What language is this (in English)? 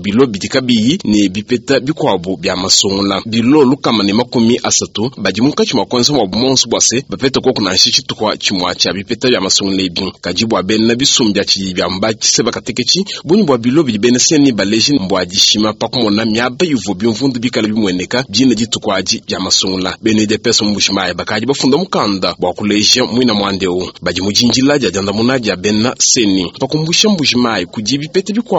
Luba-Lulua